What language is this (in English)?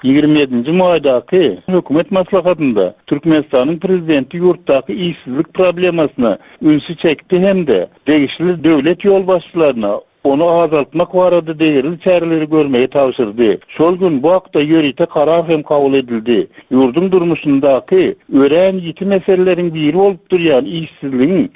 Turkmen